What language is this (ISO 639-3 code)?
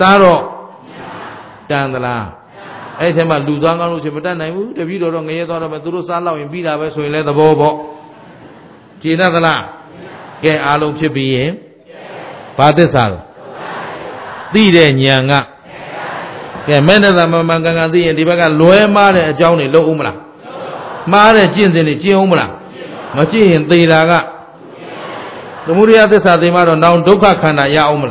mya